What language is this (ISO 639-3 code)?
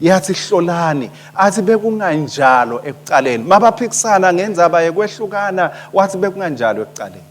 ssw